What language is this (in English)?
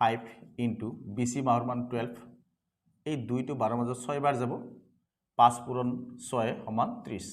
Assamese